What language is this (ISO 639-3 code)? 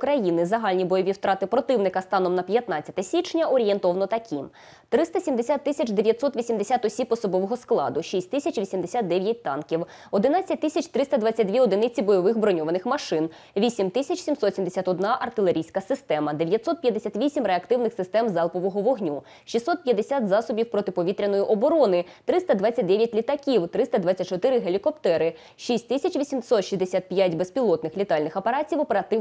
ukr